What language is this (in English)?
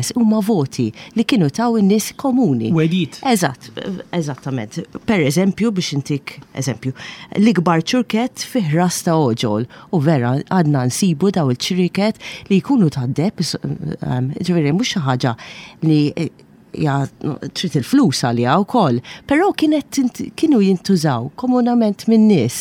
Maltese